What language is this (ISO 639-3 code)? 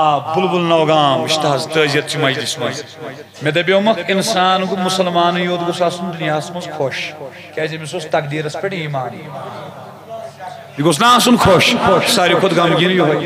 kas